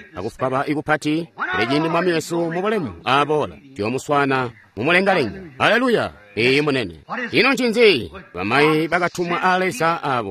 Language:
Tonga (Zambia)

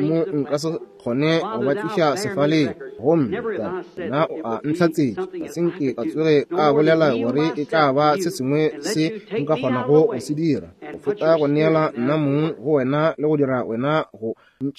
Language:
Northern Sotho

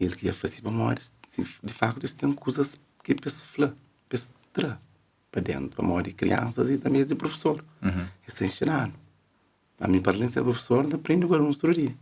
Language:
Kabuverdianu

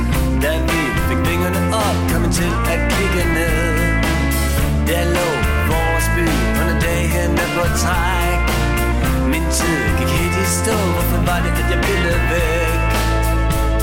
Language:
Danish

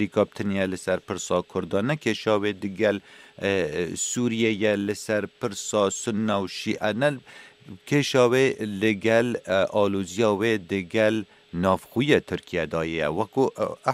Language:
Kurdish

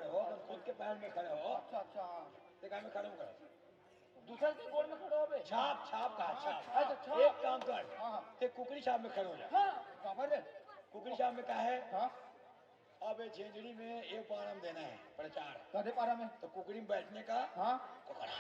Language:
Chhattisgarhi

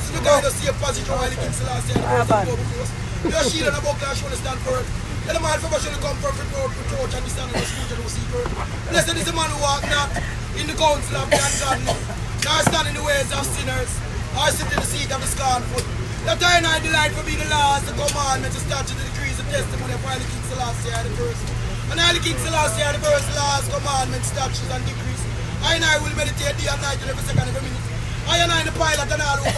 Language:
Jamaican Creole English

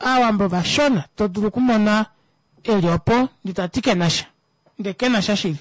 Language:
Kuanyama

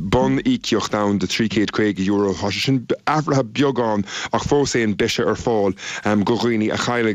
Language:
Irish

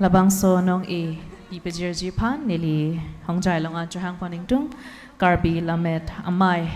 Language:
Karbi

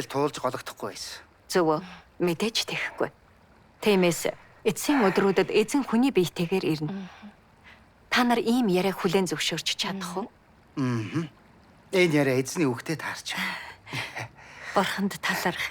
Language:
Mongolian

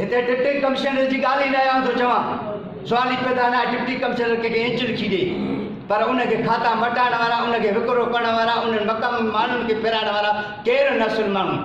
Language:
Sindhi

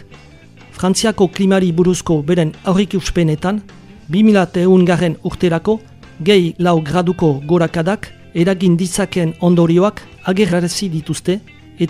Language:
Basque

